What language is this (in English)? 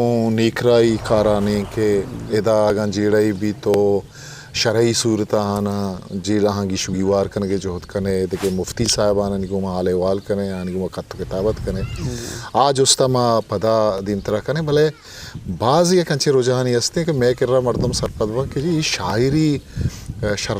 Eastern Balochi